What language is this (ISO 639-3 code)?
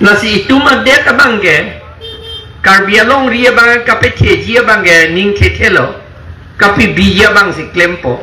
mjw